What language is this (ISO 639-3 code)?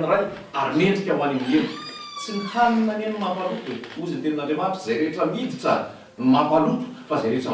mlg